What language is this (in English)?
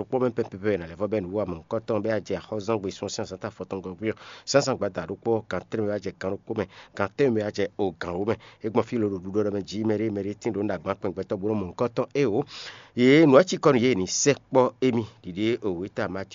Fon